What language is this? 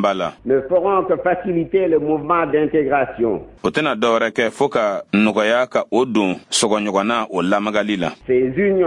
Bambara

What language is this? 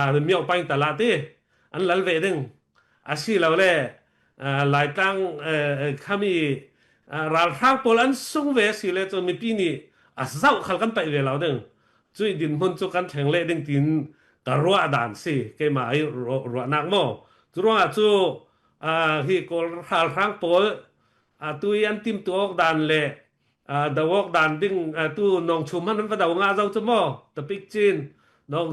Falam Chin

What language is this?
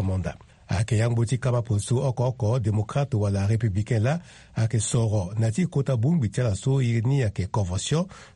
Sango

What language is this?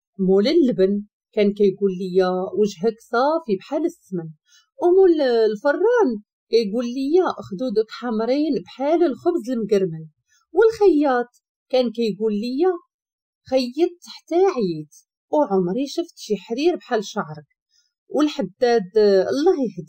Moroccan Arabic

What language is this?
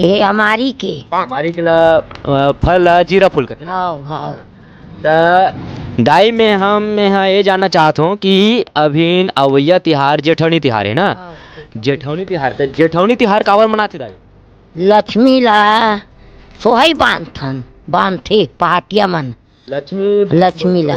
Chhattisgarhi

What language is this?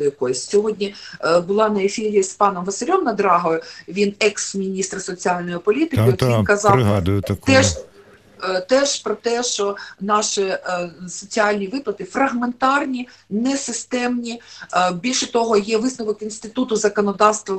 Ukrainian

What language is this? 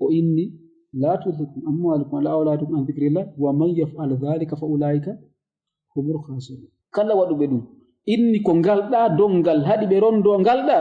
Fula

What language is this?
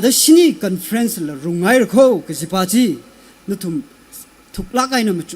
Tangkhul Naga (India)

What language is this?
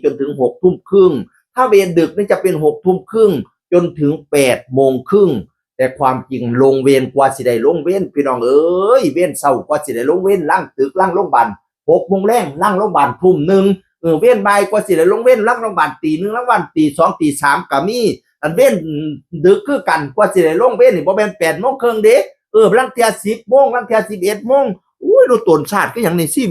Northeastern Thai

